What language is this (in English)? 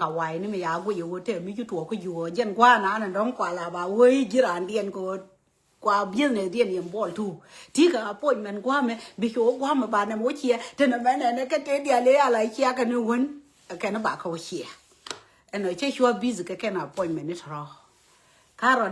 Nuer